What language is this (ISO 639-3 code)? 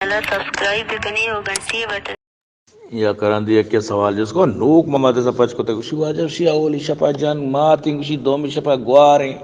bal